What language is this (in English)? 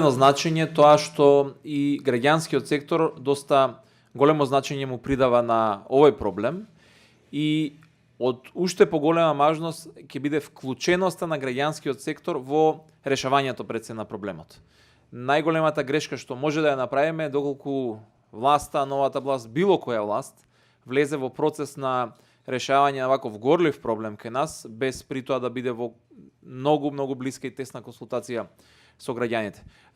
Macedonian